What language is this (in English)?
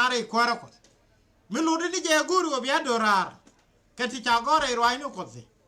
Nuer